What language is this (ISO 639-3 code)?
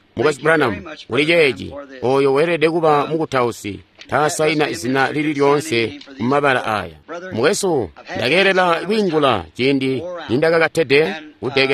toi